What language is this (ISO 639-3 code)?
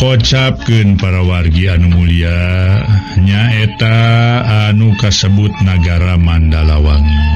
sun